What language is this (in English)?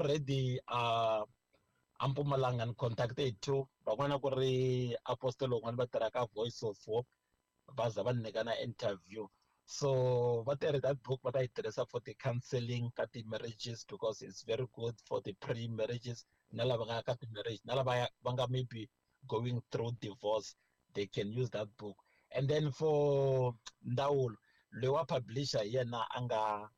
Tsonga